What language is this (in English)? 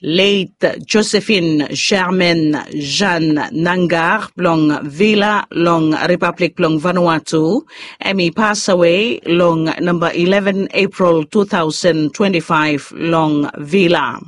Bislama